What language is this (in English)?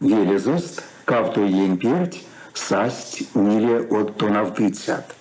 Erzya